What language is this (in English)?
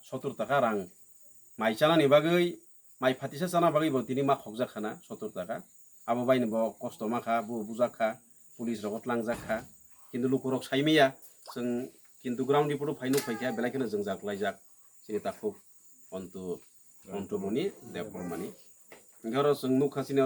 Kok Borok